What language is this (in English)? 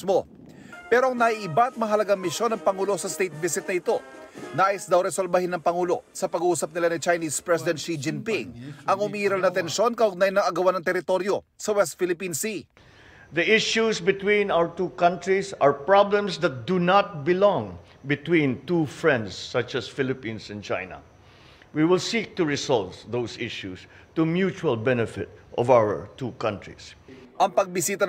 Filipino